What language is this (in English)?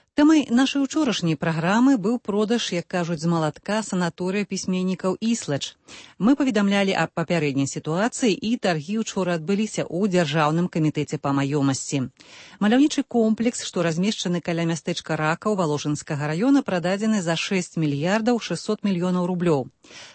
Belarusian